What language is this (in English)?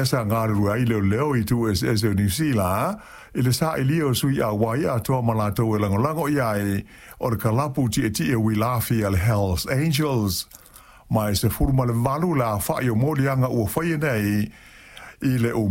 Samoan